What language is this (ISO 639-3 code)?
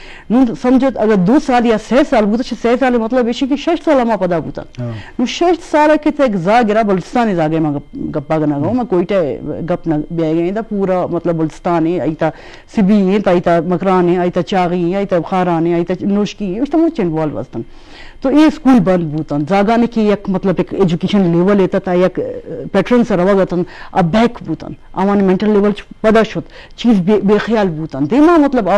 bgp